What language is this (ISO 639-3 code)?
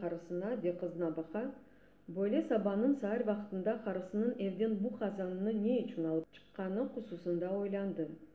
crh